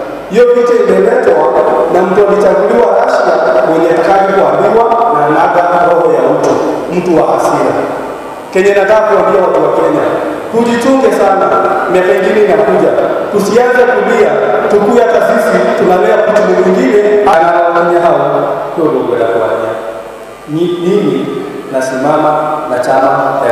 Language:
Swahili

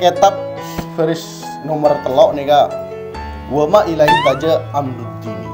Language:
Madurese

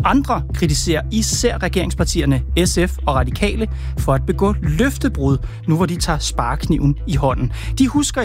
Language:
Danish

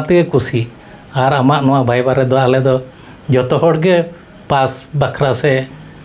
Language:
Santali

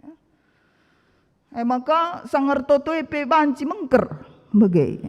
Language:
Batak Karo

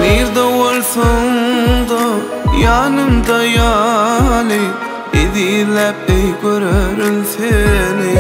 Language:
Turkmen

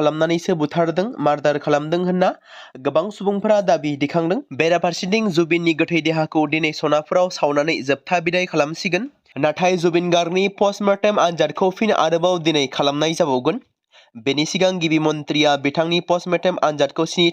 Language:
Bodo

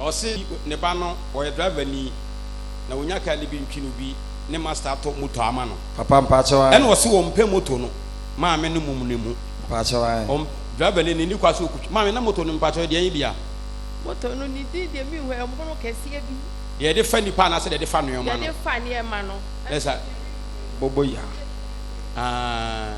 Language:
Akan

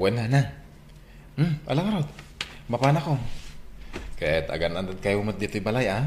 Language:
Iloko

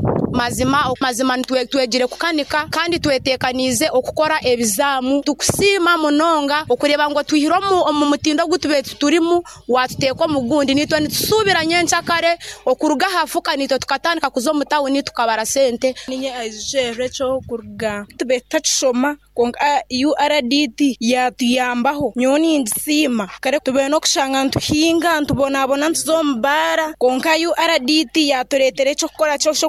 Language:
Nyoro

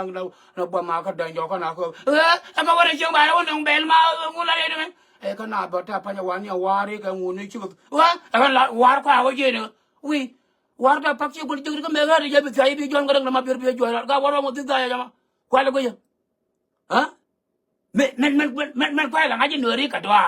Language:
Nuer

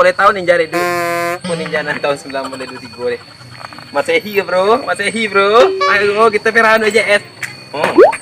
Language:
Minangkabau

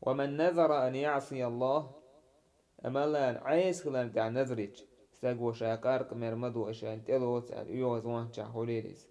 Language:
Chechen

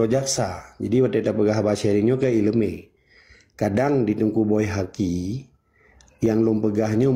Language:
Achinese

